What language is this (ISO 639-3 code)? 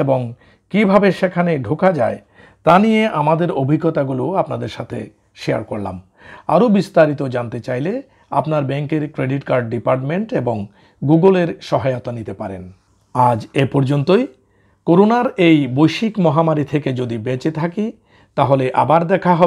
ben